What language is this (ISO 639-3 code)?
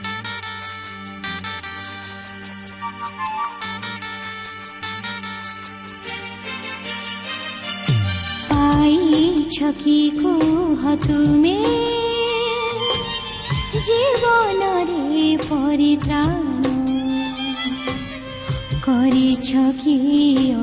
ori